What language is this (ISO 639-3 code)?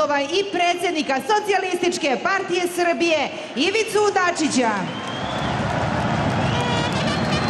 srp